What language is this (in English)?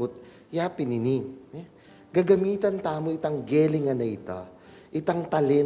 Pampanga